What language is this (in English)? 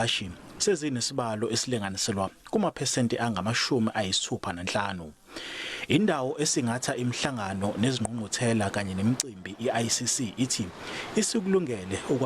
Zulu